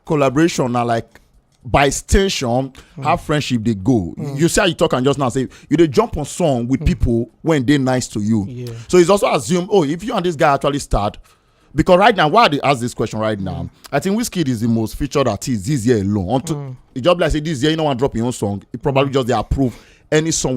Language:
Nigerian Pidgin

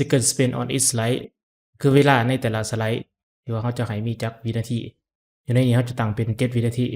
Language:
Lao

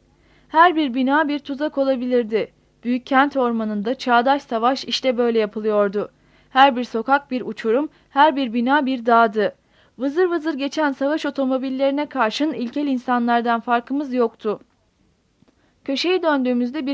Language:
Turkish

